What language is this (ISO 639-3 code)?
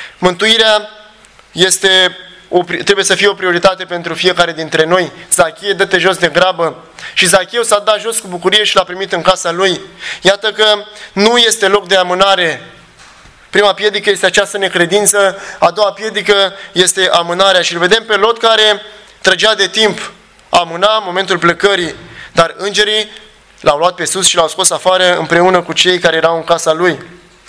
ron